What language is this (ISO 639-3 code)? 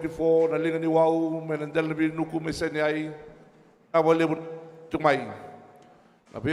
fij